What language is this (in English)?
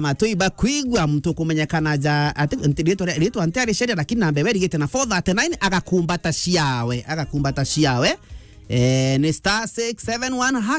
Meru